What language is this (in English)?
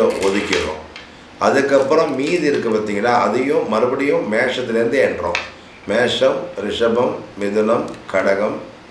Tamil